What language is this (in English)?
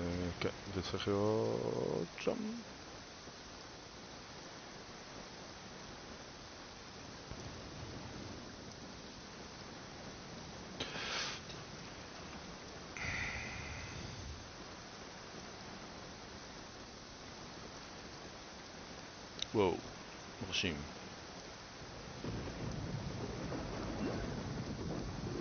Hebrew